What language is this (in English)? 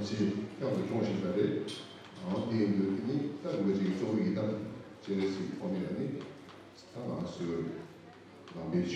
Tibetan